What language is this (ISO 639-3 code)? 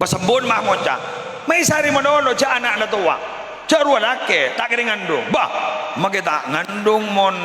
mad